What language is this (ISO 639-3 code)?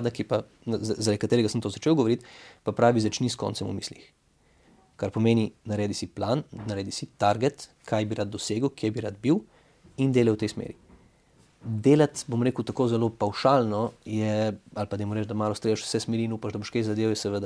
slv